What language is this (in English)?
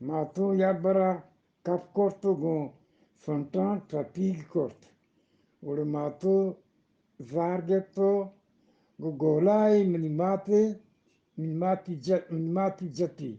Eastern Balochi